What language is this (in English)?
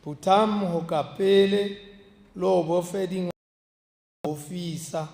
Tswana